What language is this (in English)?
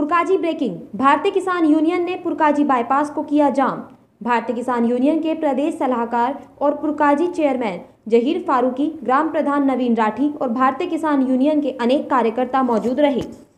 Hindi